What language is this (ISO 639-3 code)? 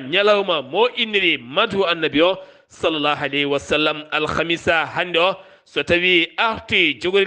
ful